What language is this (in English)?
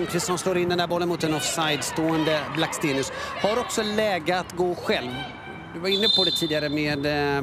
Swedish